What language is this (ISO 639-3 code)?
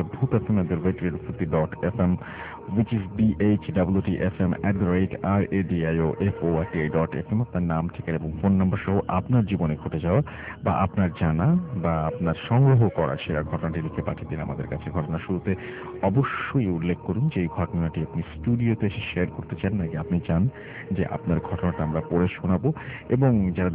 ben